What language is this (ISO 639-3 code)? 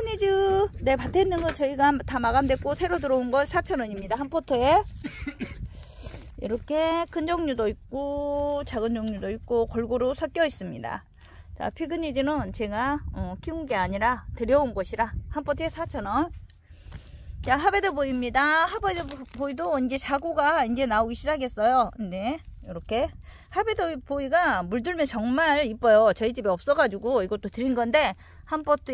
kor